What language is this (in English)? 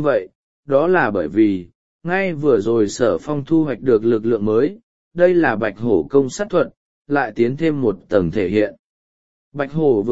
Vietnamese